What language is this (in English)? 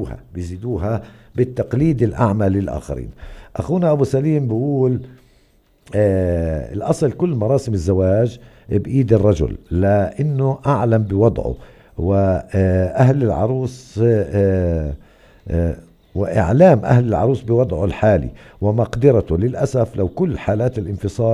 North Levantine Arabic